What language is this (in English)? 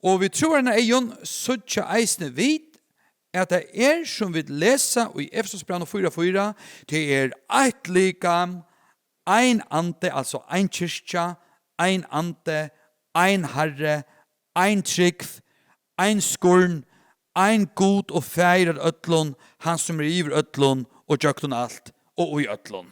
Faroese